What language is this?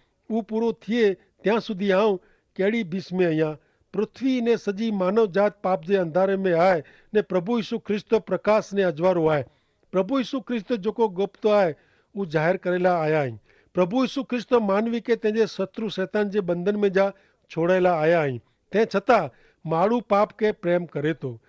Kachhi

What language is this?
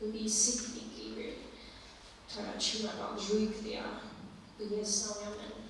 Faroese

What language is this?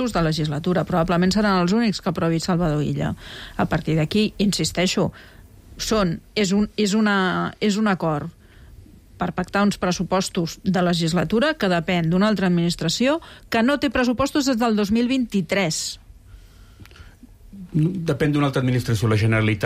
Catalan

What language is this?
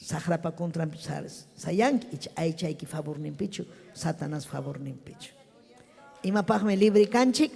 Ayacucho Quechua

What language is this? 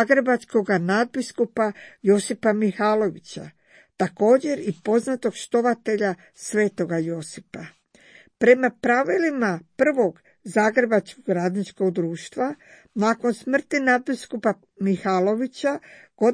Croatian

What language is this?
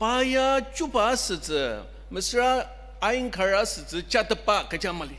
Ao Naga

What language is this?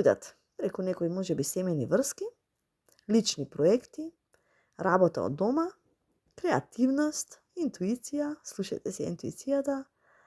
Macedonian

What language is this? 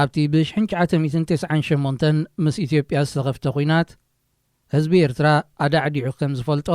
Tigrinya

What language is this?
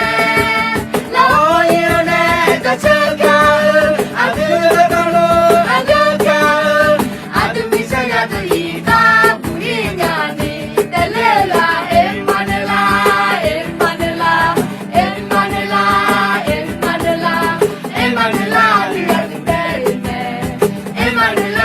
Akha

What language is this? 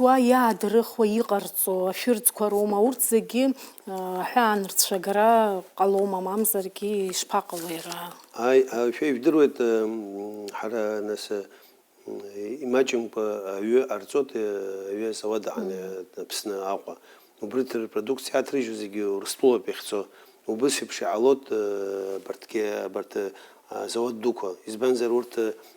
Abkhazian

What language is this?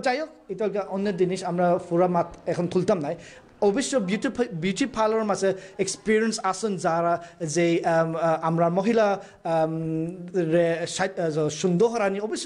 Sylheti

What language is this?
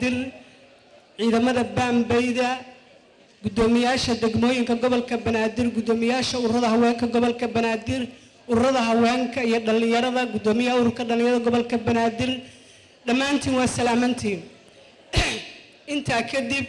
Somali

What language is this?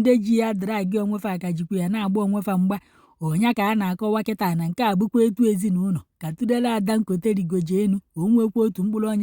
Igbo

